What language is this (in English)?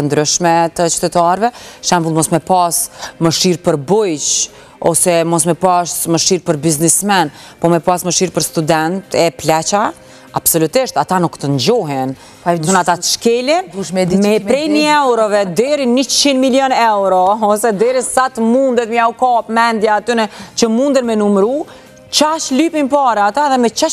Albanian